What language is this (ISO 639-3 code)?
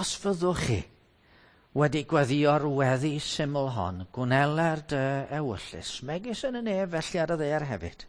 cym